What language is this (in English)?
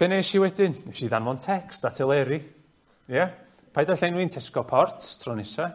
Welsh